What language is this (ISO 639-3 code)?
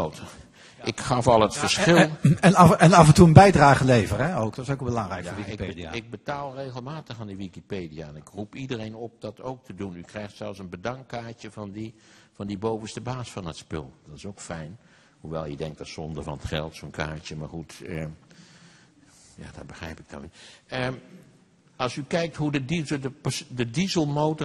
nld